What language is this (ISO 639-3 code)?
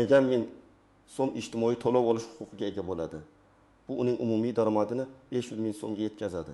uzb